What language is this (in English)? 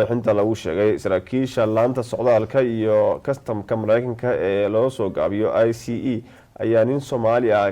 Somali